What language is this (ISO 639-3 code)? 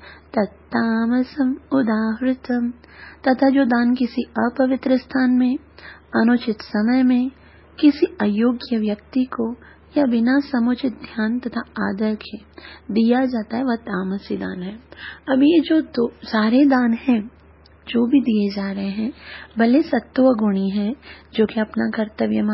hin